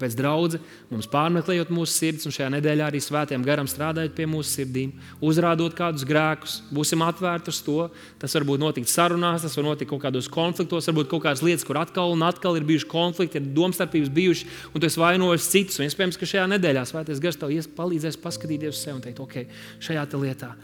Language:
Latvian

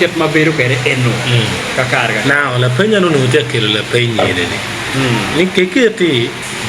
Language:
Acoli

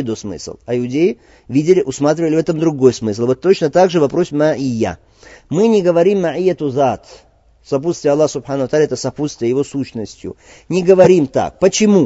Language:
Russian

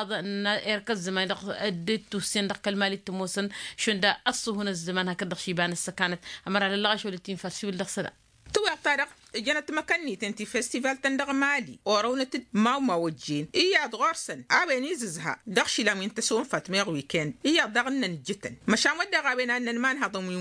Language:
Tamasheq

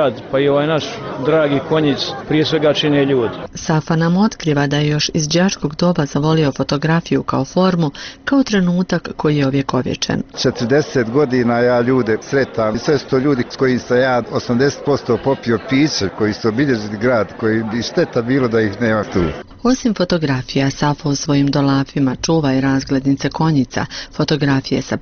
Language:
Bosnian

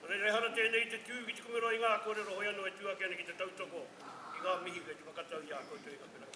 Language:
Māori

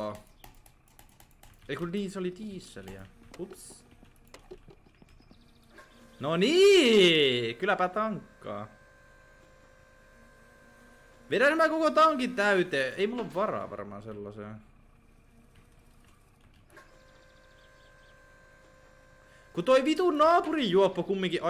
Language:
Finnish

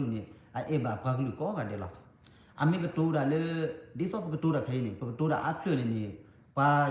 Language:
S'gaw Karen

